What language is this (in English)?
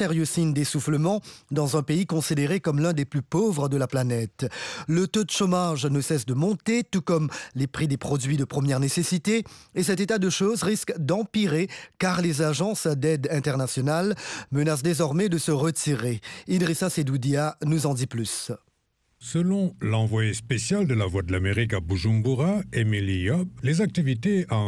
French